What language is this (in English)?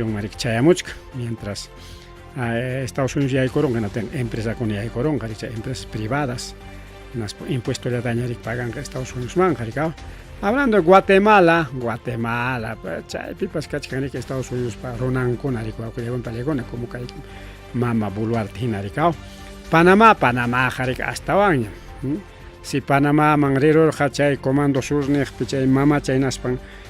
Ayacucho Quechua